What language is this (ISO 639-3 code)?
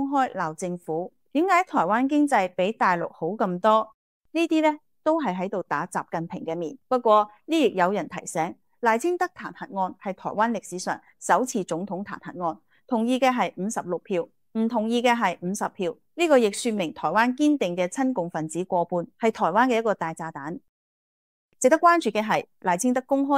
yue